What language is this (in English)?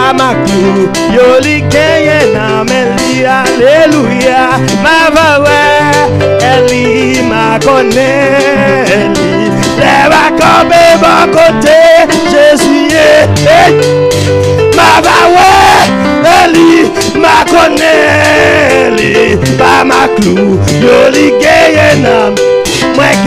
Haitian Creole